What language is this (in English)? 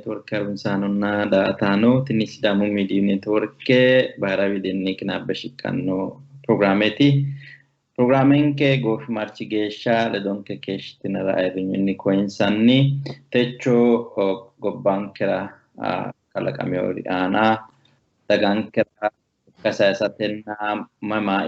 Sidamo